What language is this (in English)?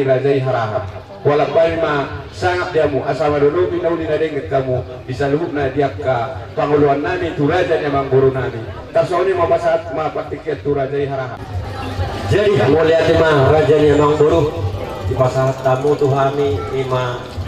Batak Toba